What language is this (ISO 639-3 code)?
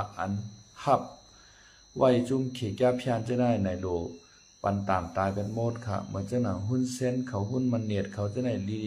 shn